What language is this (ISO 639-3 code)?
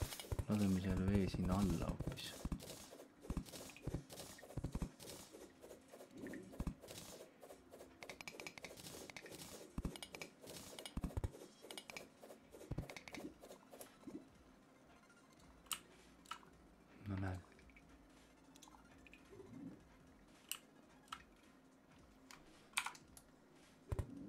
est